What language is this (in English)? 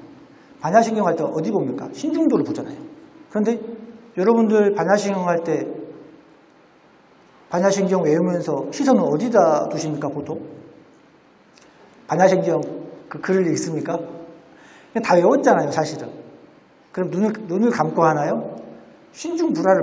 Korean